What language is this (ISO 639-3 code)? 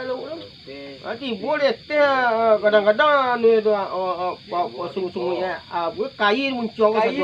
min